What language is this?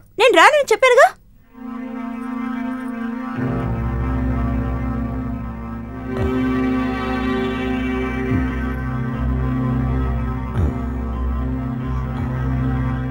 Telugu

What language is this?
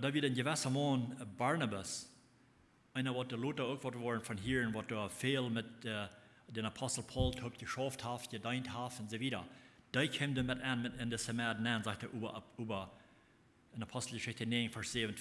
Plautdietsch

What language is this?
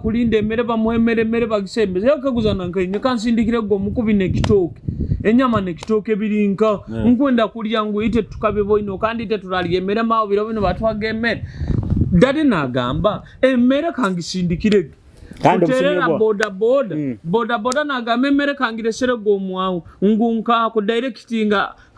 Nyoro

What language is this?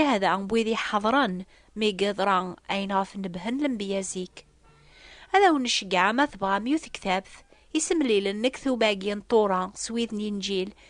Kabyle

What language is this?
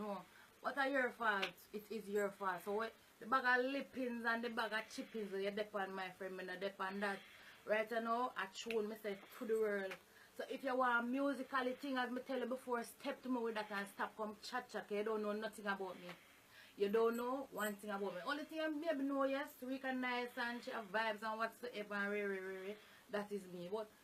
Jamaican Creole English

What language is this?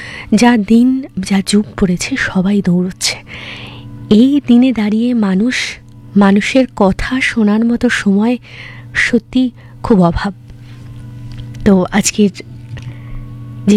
Bangla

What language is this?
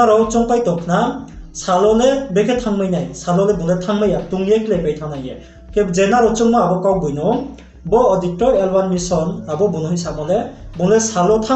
Riang (India)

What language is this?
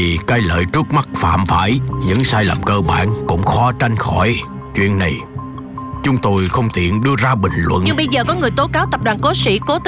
Vietnamese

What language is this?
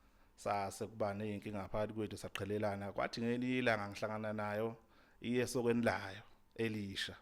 Zulu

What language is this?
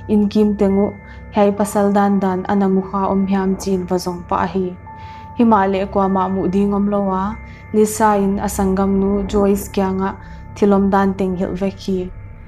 Paite Chin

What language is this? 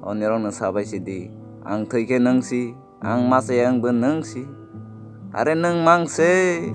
Kok Borok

